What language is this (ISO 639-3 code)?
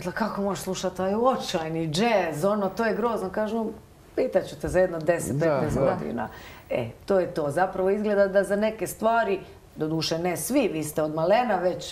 hrv